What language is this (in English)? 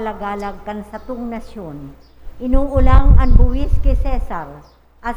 Bikol